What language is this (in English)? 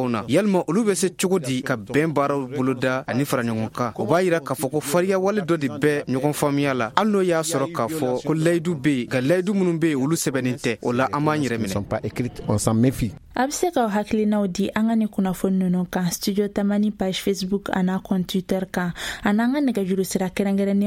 Bambara